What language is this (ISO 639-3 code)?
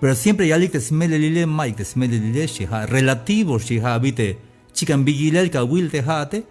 tzh